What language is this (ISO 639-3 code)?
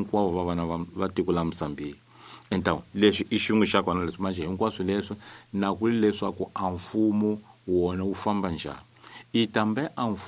tso